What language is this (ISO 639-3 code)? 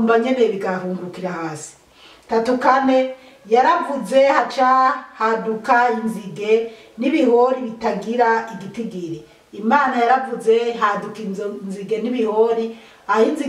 run